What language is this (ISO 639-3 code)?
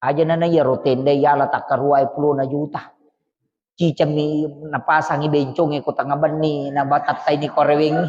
bug